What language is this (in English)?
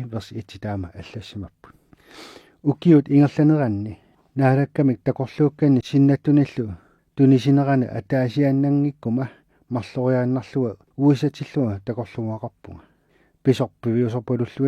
Kalaallisut